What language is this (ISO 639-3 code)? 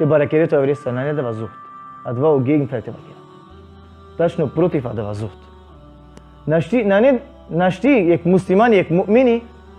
rmn